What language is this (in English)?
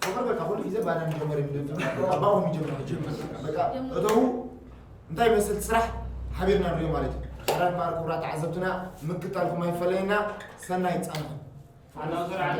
Tigrinya